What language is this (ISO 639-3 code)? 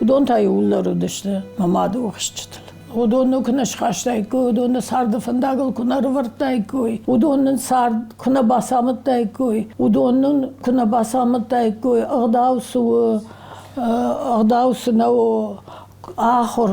oss